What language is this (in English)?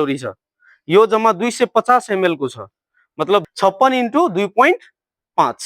Nepali